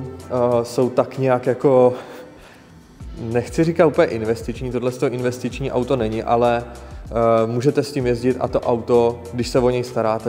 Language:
Czech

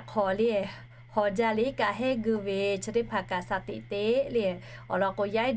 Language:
Lahu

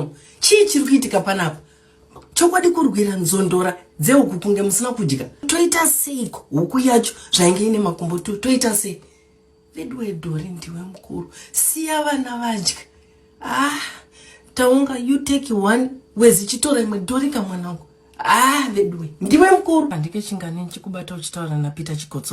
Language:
Shona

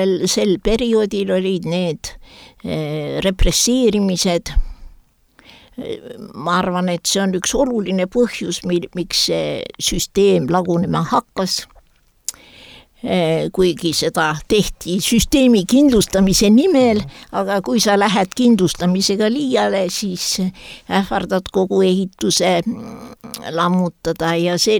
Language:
Estonian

